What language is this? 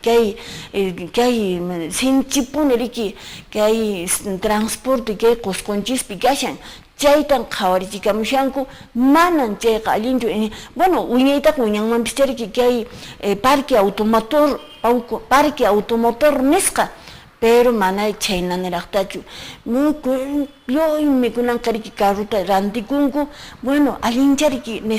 Quechua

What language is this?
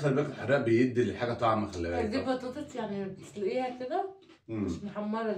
Egyptian Arabic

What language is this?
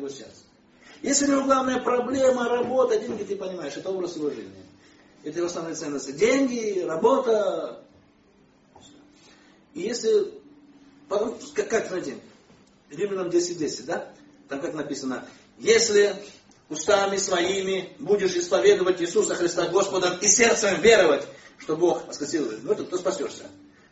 Russian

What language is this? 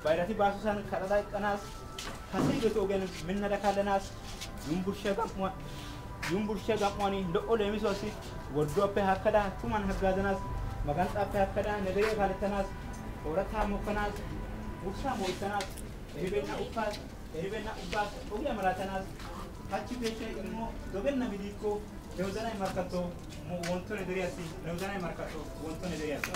Wolaytta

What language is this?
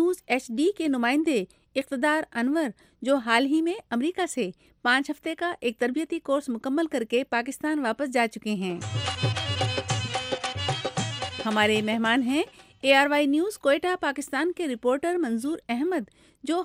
Urdu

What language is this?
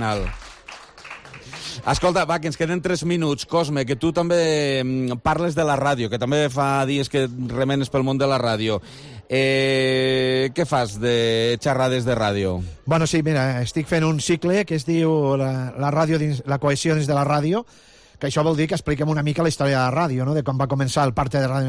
Catalan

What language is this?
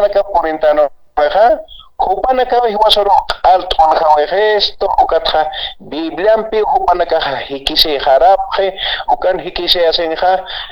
Aymara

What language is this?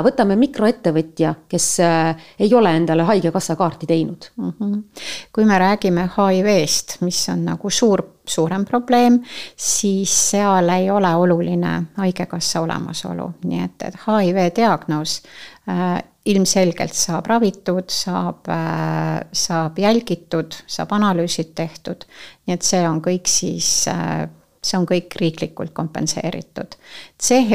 Estonian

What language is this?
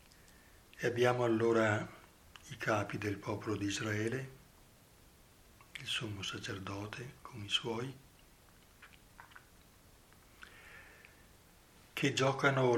Italian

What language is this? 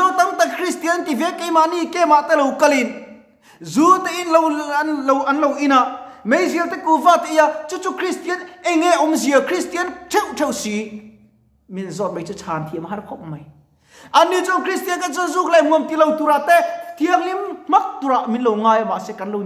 Mizo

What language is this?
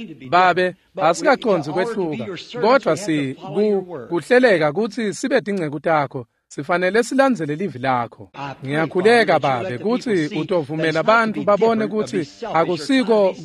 Swati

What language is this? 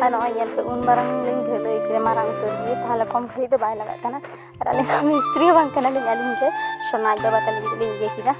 Santali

